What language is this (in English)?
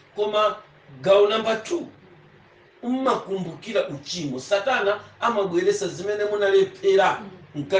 Nyanja